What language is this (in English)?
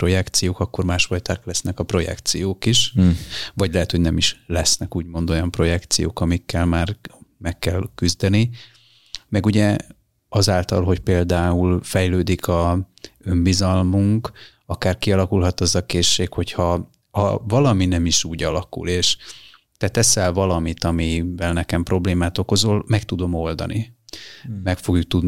Hungarian